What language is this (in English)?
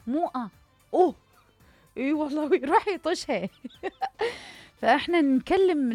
Mesopotamian Arabic